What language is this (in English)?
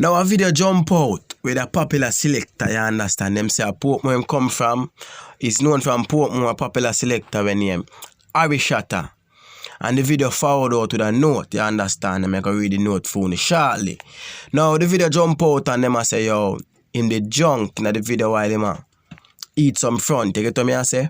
Jamaican Creole English